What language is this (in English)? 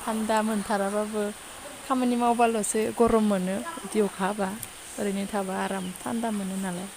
Bodo